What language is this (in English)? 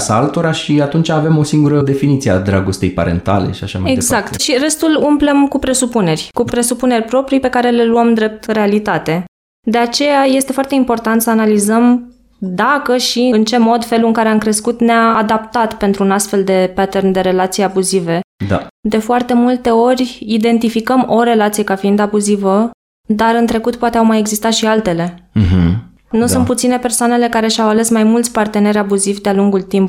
Romanian